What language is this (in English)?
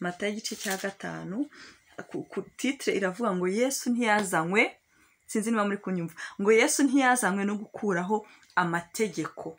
Kinyarwanda